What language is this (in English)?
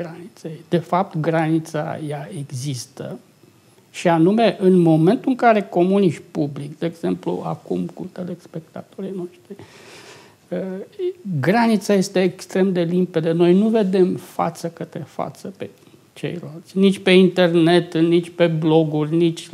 Romanian